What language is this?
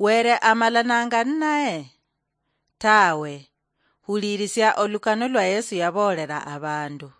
Luyia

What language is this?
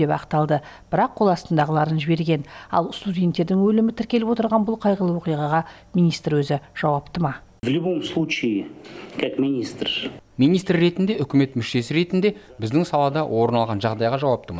Kazakh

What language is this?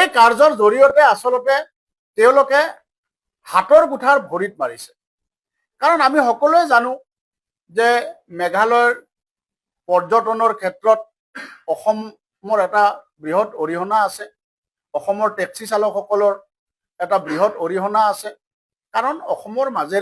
Assamese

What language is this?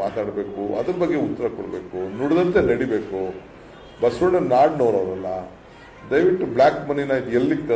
Kannada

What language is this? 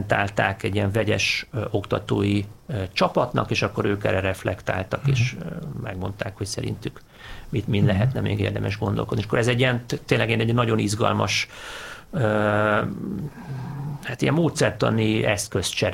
Hungarian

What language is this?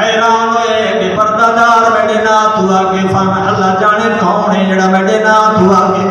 Saraiki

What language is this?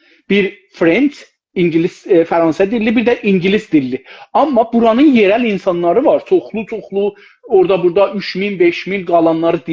South Azerbaijani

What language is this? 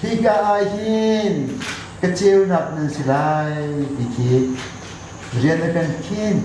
Hakha Chin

